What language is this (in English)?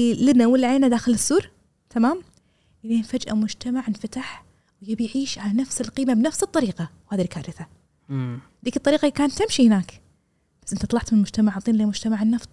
Gulf Arabic